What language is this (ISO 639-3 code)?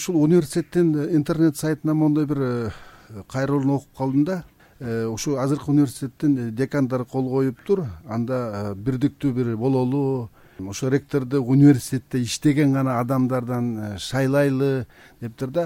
kir